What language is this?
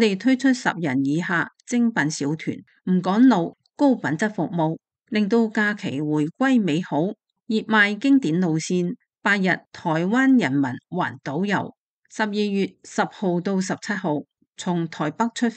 Cantonese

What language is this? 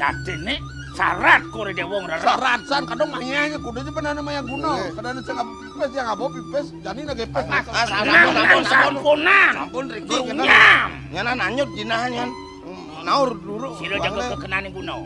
Balinese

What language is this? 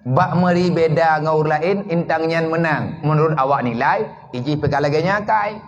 Achinese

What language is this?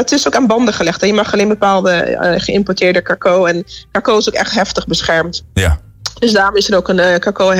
Dutch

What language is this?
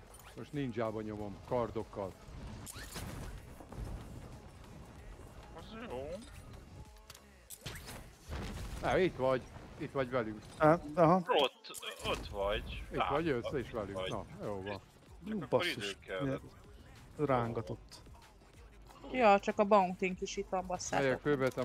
Hungarian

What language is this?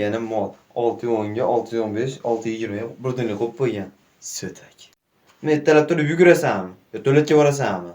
Uzbek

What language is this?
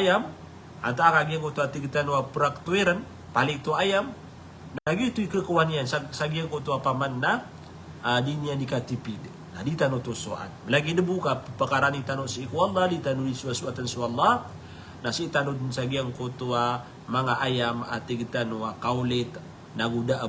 Maranao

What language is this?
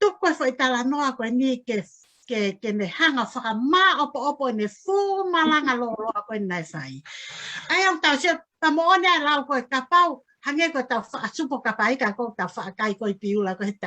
Tongan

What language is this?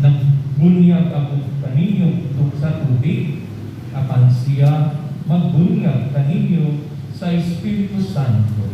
Cebuano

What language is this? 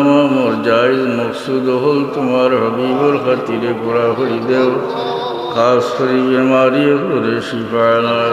Sylheti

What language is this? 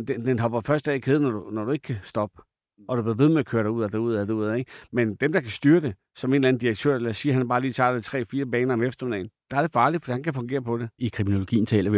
Danish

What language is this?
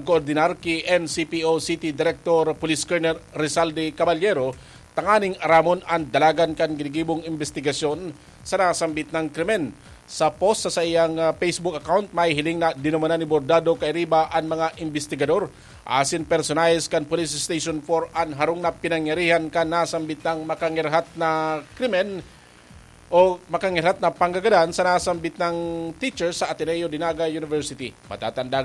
Bikol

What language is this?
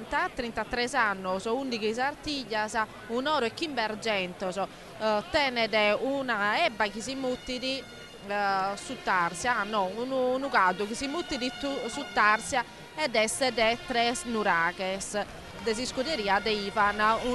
Sardinian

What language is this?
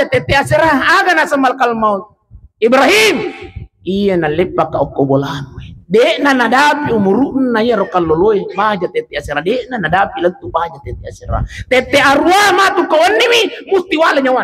Buginese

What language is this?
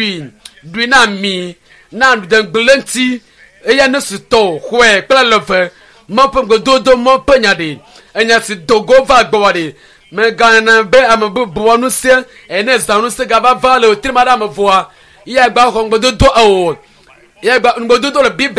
Ewe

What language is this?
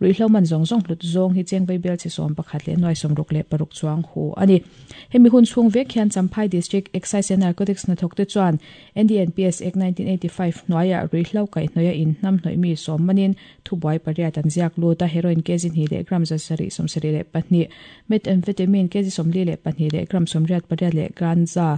Mizo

